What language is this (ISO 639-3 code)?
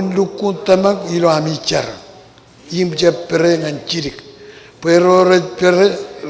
mah